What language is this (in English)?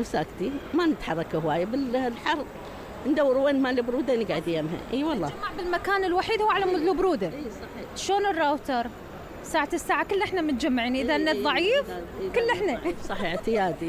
Mesopotamian Arabic